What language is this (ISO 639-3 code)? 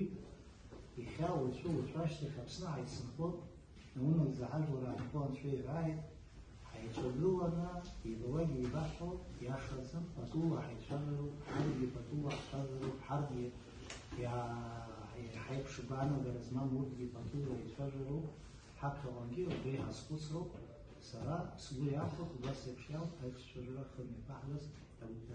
abk